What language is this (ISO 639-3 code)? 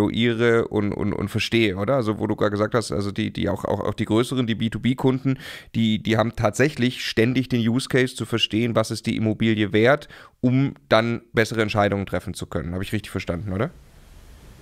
deu